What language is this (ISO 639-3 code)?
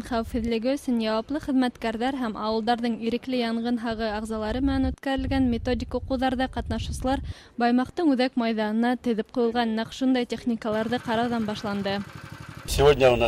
bak